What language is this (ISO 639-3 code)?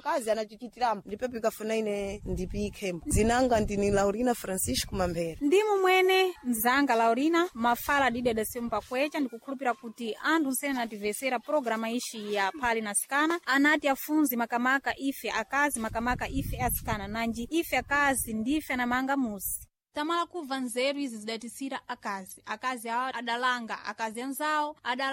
seh